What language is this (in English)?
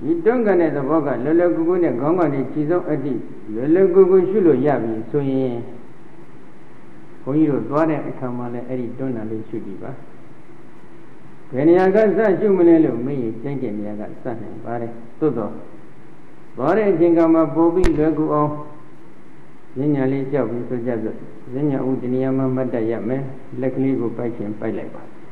Burmese